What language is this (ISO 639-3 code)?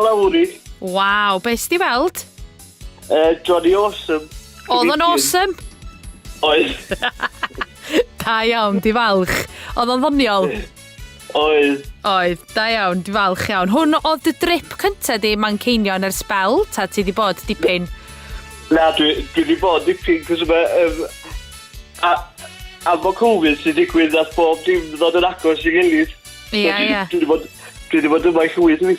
cym